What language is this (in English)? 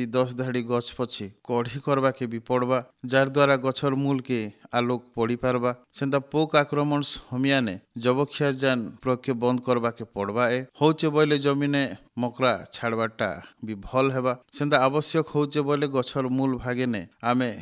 Odia